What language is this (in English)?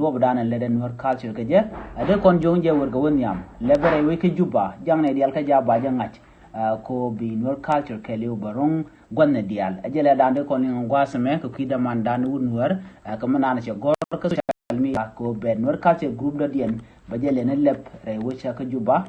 Nuer